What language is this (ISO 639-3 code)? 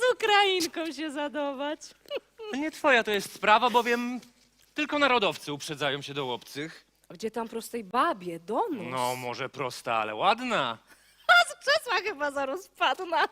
szl